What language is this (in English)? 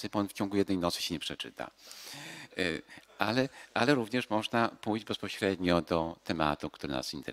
Polish